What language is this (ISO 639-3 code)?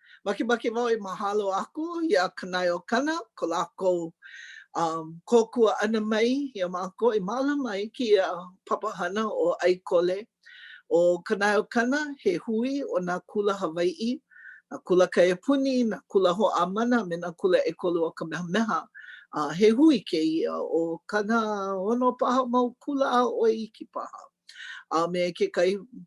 haw